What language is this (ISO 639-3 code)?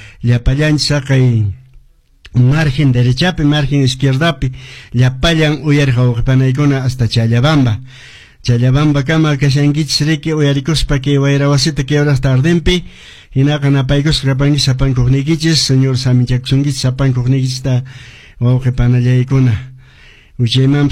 que